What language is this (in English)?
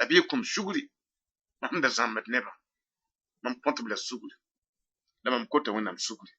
Mossi